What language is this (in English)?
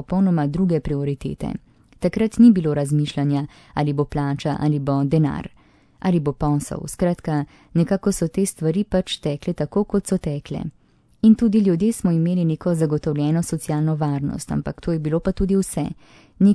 Slovenian